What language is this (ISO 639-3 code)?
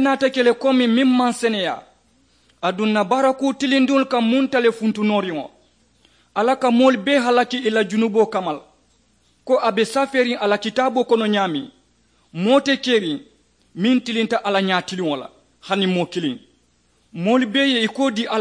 man